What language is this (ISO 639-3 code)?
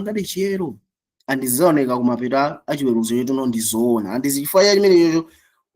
nya